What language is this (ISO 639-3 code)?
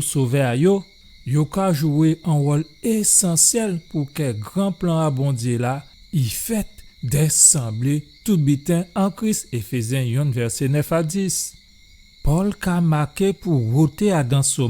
gcf